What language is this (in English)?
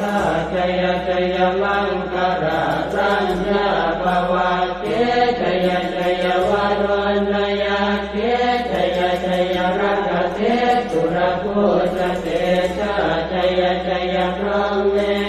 Pali